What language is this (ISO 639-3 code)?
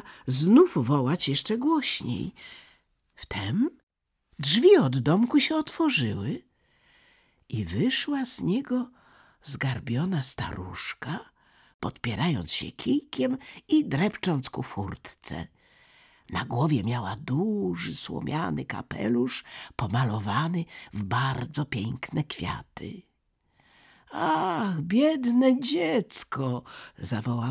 pol